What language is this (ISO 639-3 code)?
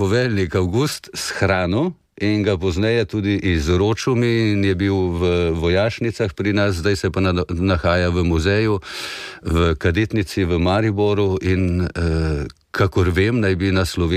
slv